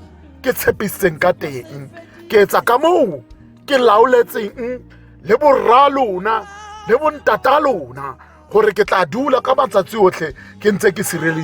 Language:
Tswana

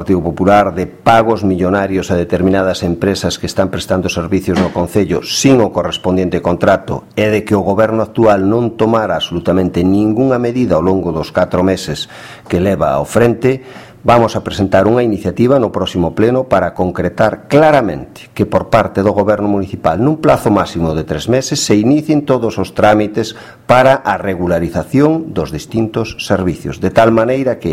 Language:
Galician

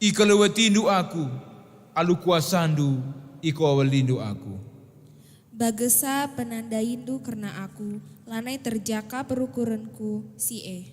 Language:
Batak Karo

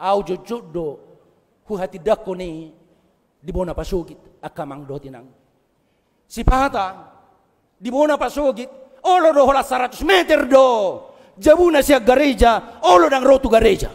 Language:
Batak Toba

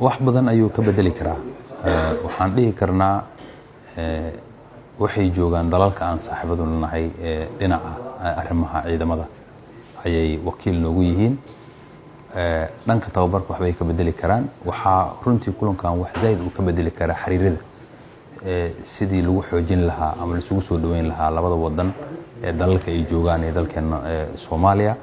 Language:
Somali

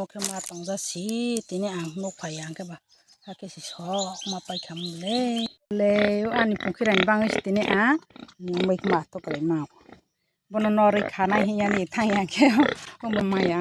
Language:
Kok Borok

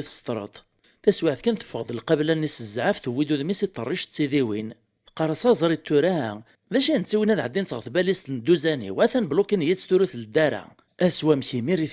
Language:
Kabyle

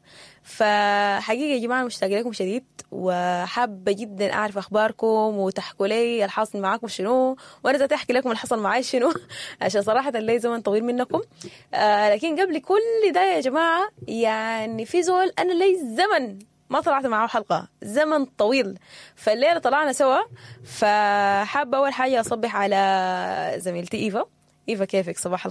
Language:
Sudanese Arabic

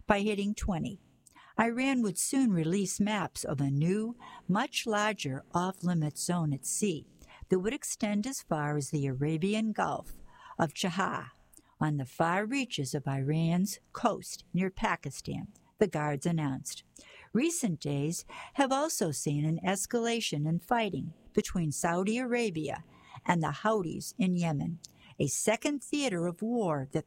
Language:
English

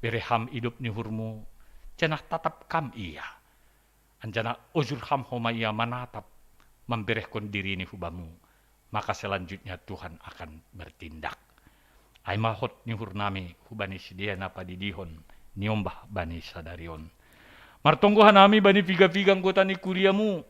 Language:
Batak Simalungun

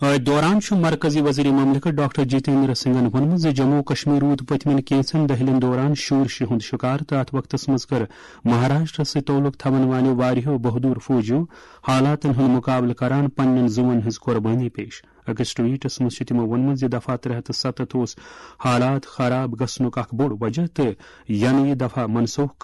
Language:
Kashmiri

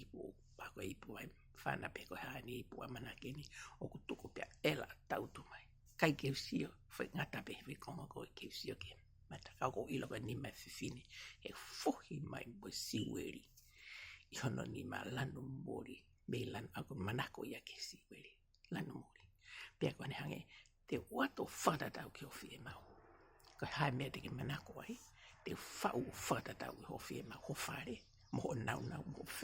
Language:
Tongan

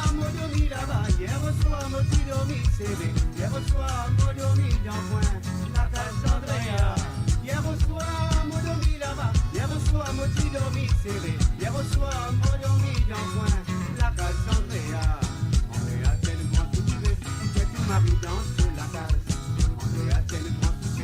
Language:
Morisyen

